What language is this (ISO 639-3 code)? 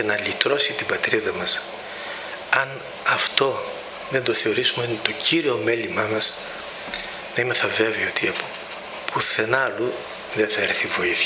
ell